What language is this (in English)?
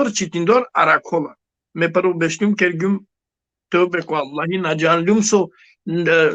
Balkan Romani